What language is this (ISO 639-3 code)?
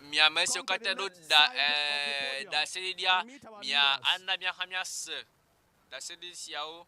ewe